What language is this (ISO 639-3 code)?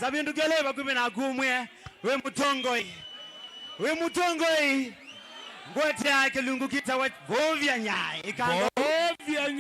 kam